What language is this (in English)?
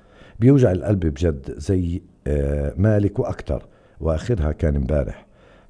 North Levantine Arabic